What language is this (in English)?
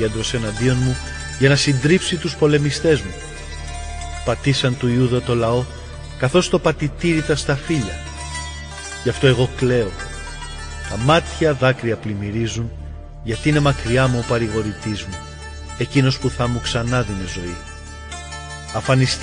Greek